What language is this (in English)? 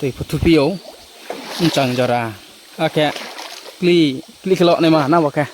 Riang (India)